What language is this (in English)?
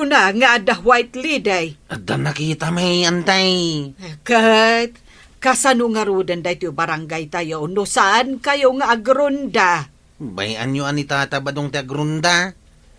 Iloko